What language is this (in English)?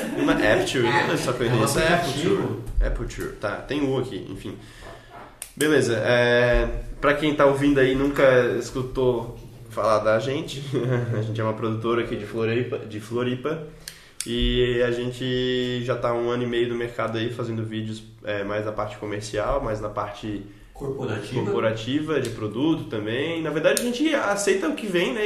Portuguese